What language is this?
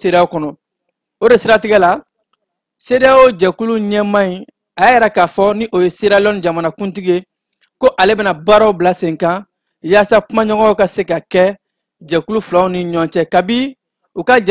Bambara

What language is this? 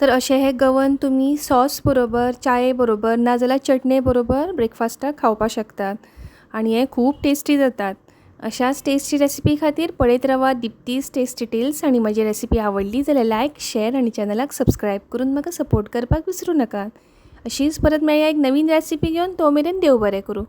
Konkani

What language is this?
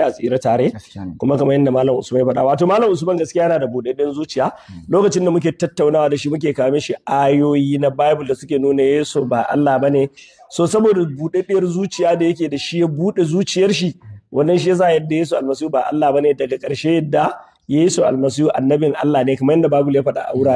Hausa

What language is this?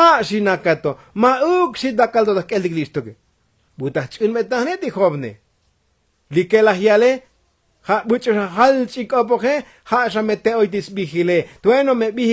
Tzotzil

